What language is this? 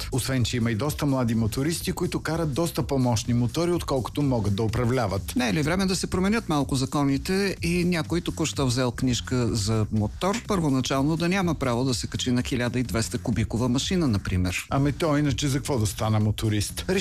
Bulgarian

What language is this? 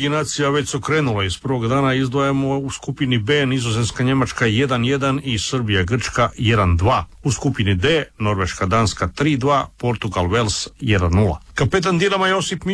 Croatian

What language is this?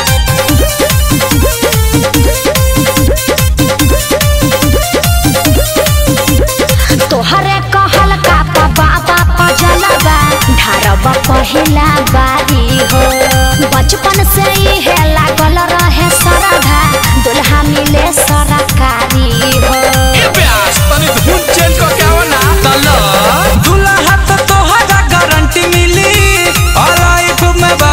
Bhojpuri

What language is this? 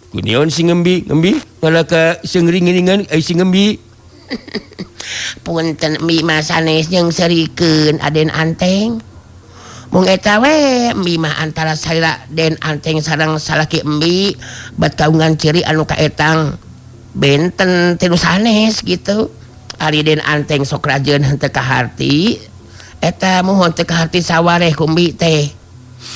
Sundanese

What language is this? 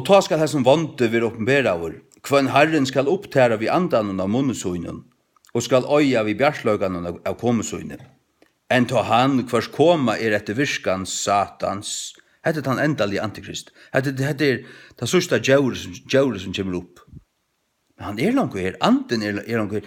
Faroese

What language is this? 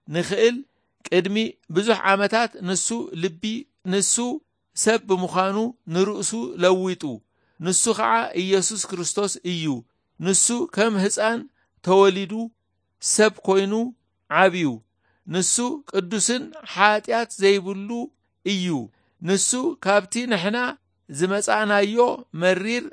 Tigrinya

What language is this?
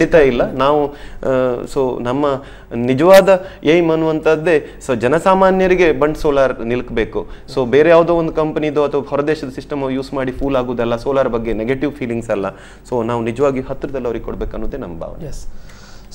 Kannada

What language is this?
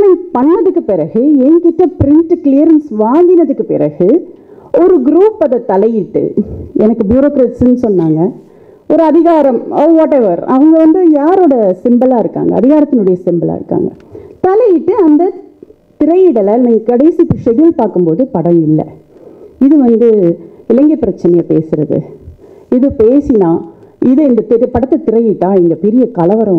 Tamil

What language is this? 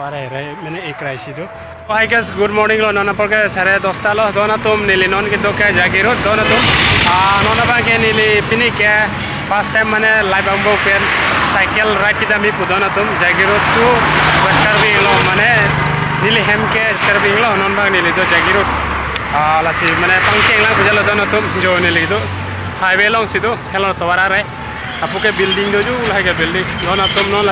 Karbi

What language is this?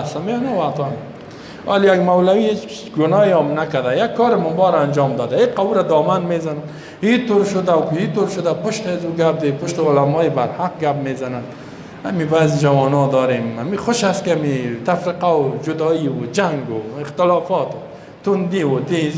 Persian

